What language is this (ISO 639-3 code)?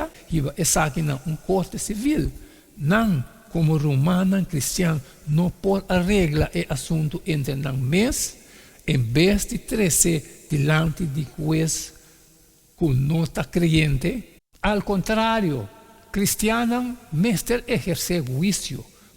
pap